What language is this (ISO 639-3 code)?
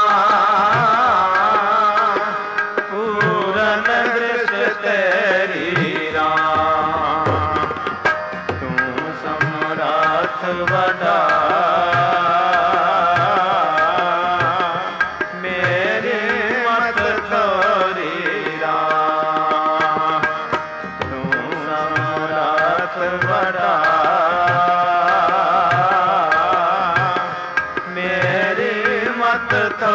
pan